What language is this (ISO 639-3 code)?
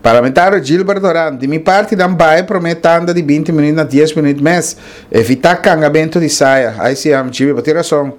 pap